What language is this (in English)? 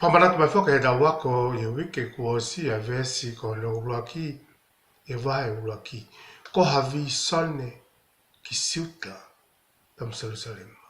Tongan